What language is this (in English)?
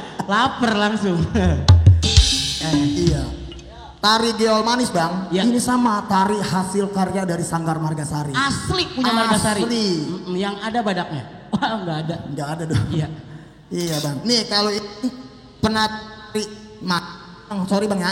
Betawi